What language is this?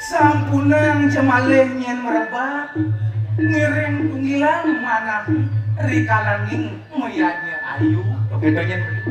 Balinese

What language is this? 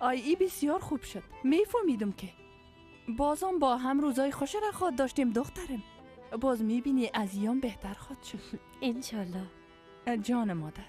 Persian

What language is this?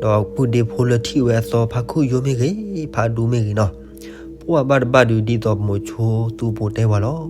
S'gaw Karen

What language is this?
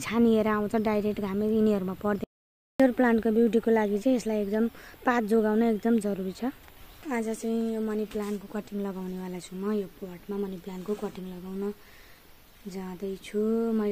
Nepali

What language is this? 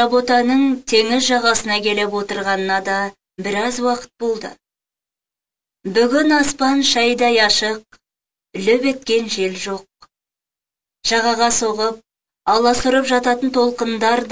Kazakh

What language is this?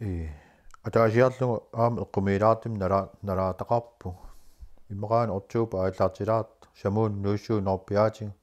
Kalaallisut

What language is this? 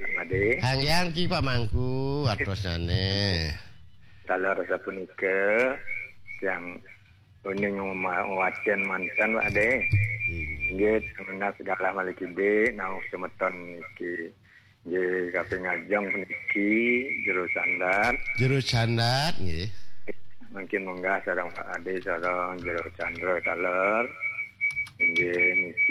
Balinese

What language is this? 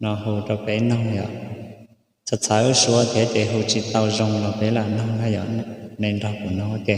Hmong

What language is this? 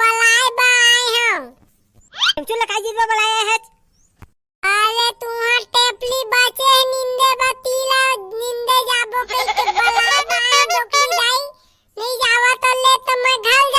Chhattisgarhi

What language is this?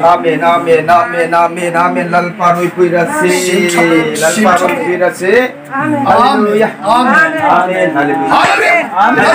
Hmar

